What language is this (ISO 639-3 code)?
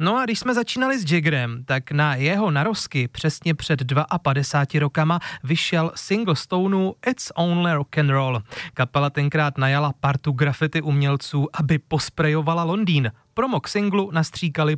ces